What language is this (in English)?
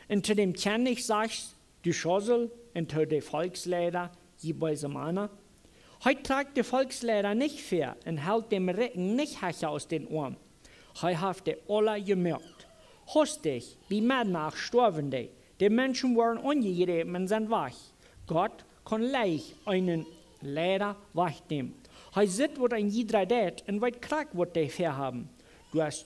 Plautdietsch